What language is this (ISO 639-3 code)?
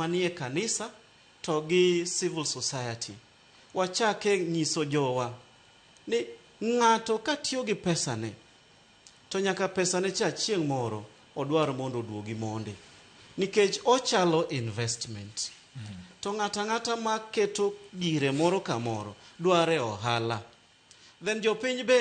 luo